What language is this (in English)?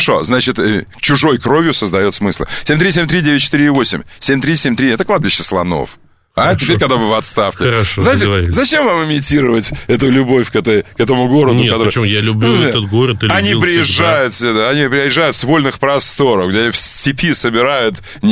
Russian